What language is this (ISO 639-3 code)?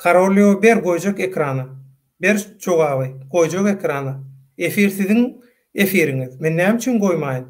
tuk